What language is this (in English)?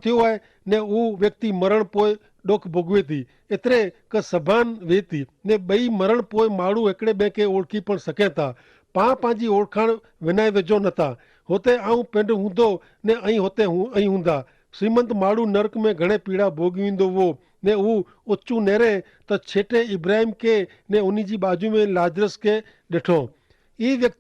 Kachhi